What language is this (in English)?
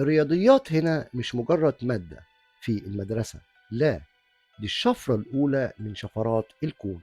Egyptian Arabic